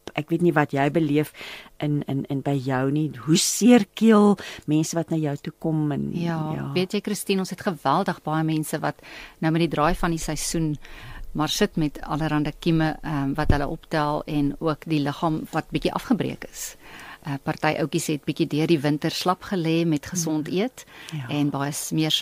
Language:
Afrikaans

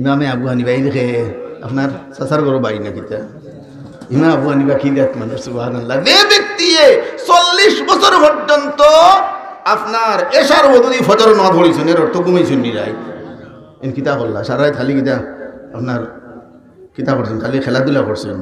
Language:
Sylheti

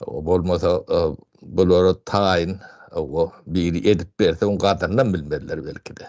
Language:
Turkmen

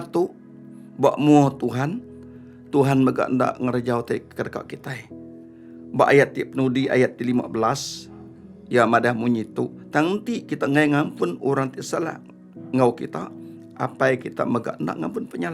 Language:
Iban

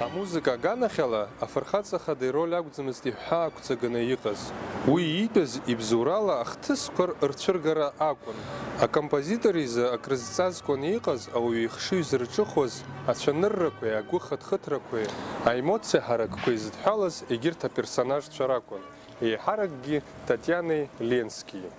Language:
Abkhazian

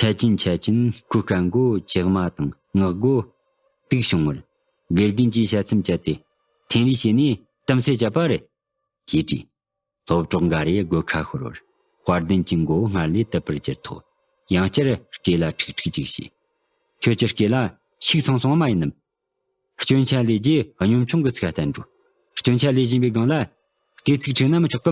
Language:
Tibetan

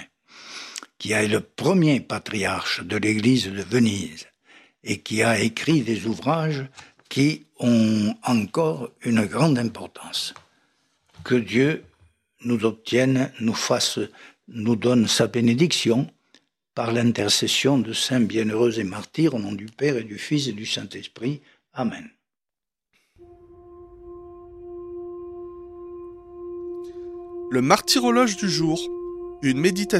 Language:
French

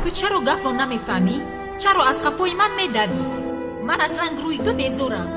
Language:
Tajik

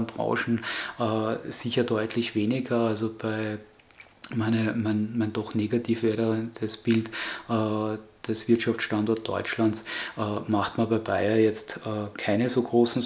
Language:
German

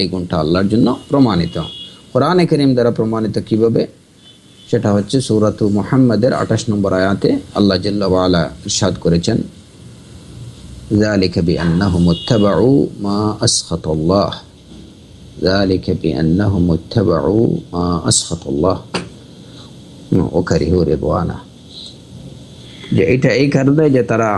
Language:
Bangla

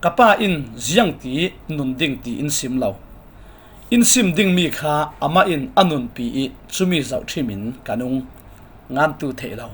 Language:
Falam Chin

